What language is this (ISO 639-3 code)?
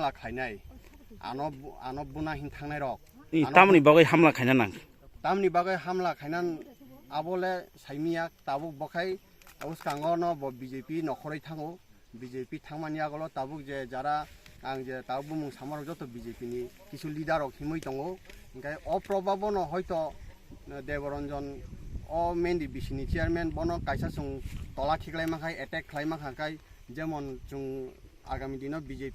trp